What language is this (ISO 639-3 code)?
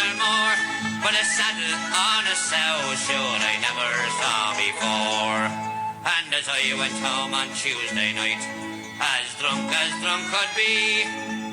yid